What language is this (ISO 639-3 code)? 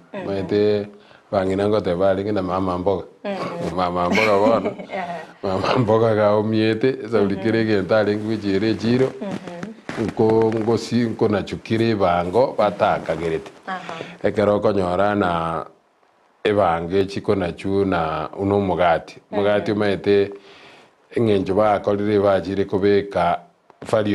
guz